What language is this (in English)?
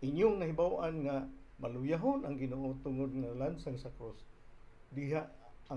Cebuano